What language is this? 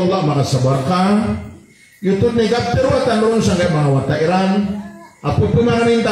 Maranao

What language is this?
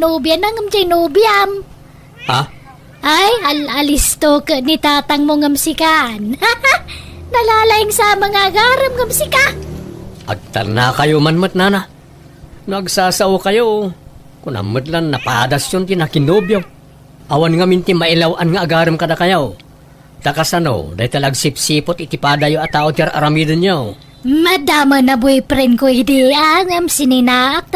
Iloko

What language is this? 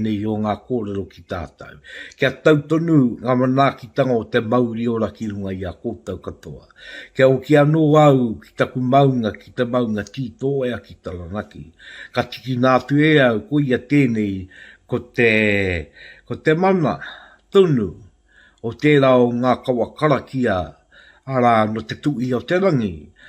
Māori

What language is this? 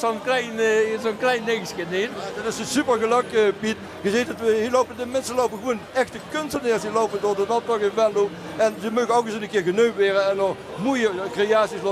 Limburgish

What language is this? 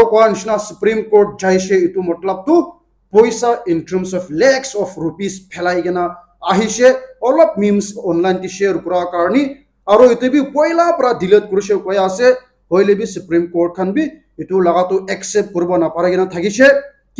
Naga Pidgin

